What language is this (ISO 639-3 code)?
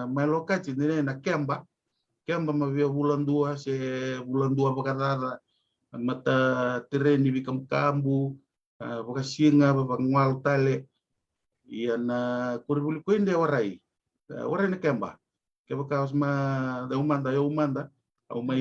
fij